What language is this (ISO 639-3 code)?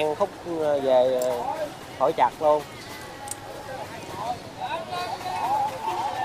vie